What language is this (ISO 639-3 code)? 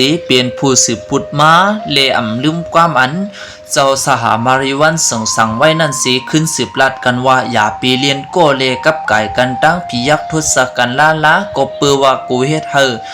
shn